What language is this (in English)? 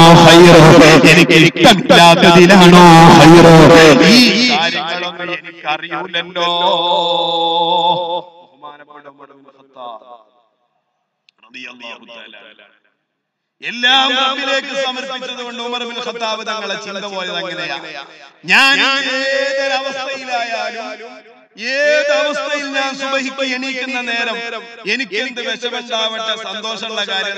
Malayalam